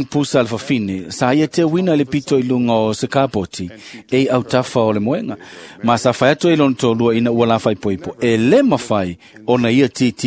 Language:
Samoan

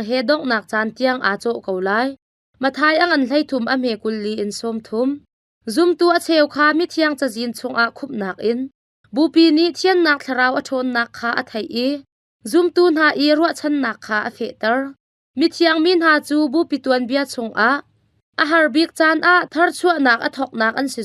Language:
Hakha Chin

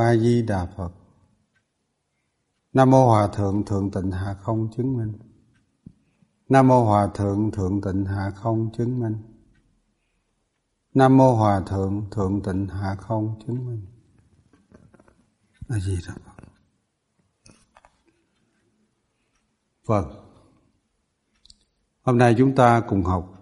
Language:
Vietnamese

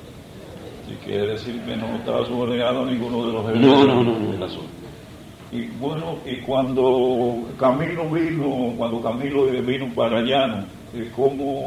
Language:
Spanish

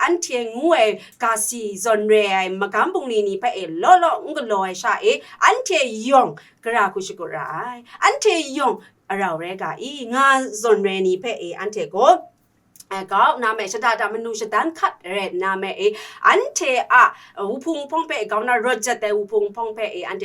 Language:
Kachin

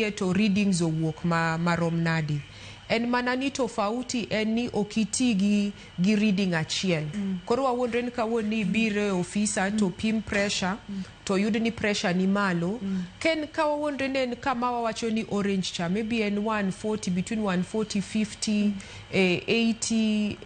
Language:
Luo (Kenya and Tanzania)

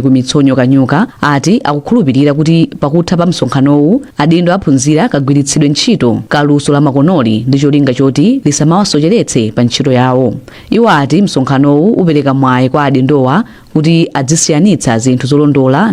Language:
Nyanja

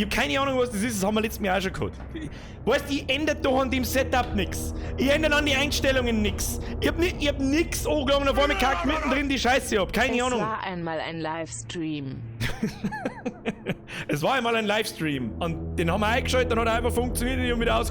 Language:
Bavarian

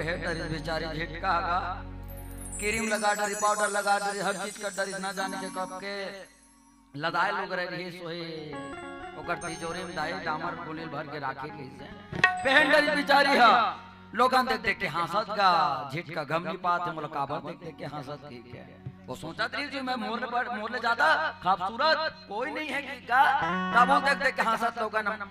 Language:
Chhattisgarhi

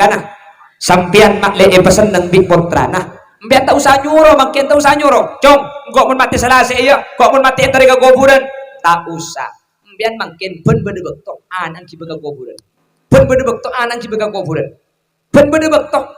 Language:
Madurese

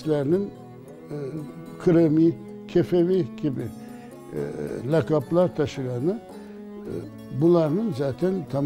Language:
Crimean Tatar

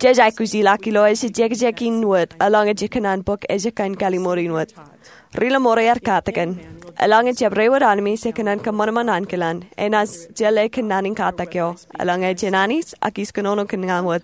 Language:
Marshallese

